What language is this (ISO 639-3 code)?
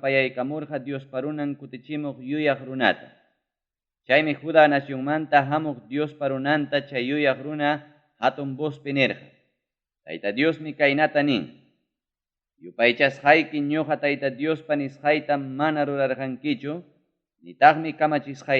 quy